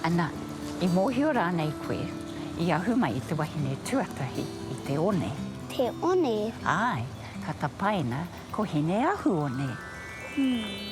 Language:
Māori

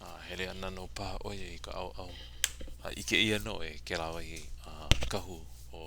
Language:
Hawaiian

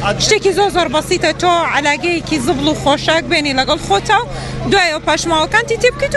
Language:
Central Kurdish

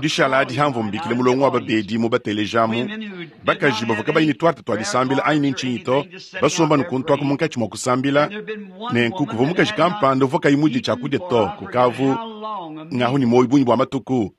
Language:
Luba-Lulua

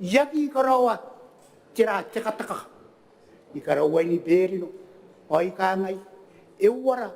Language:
Gilbertese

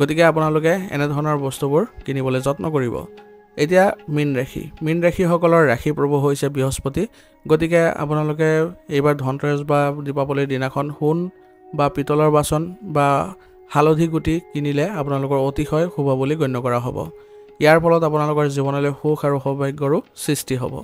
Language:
Assamese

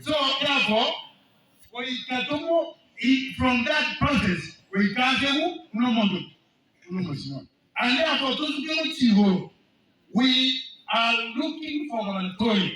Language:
Gusii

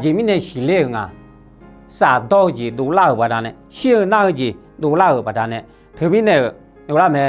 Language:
Akha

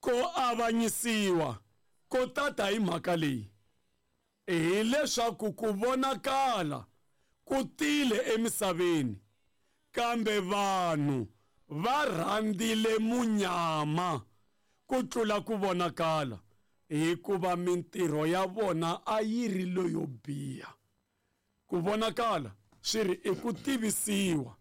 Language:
Tsonga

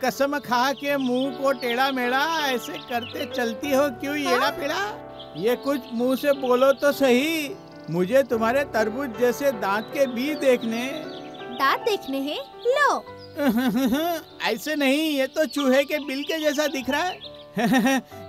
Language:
Hindi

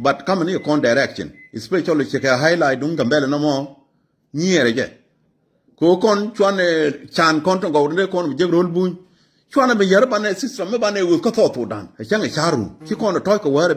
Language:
Nuer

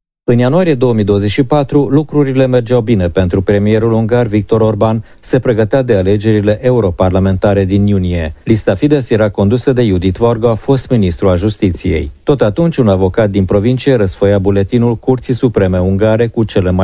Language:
Romanian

